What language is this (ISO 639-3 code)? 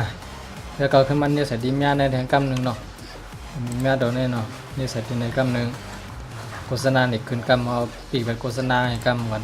shn